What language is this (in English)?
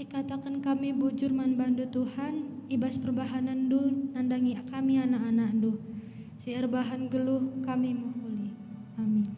Batak Karo